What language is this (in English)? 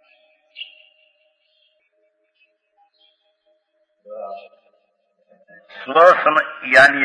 Gujarati